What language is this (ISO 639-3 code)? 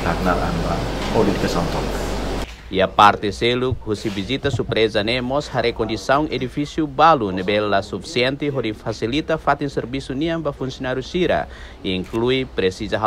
tet